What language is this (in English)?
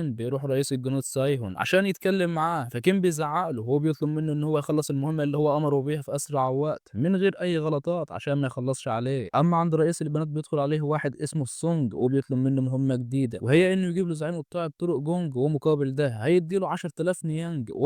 Egyptian Arabic